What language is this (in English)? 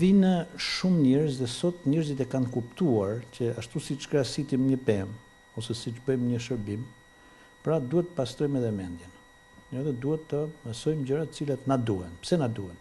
Albanian